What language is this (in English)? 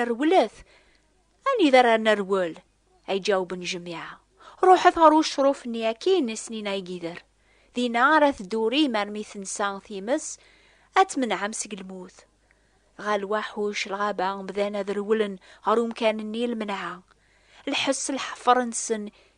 Kabyle